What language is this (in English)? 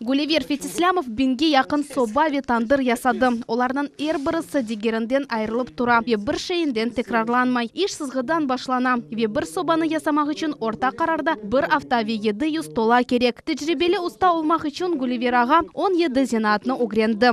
Crimean Tatar